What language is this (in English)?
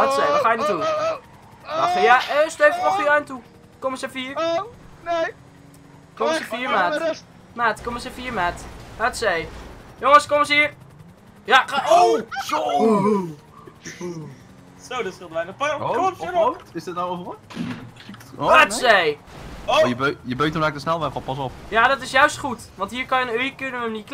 Dutch